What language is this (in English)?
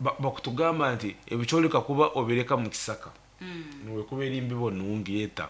Nyoro